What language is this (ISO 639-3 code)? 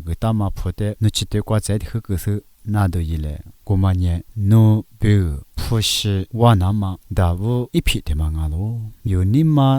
lis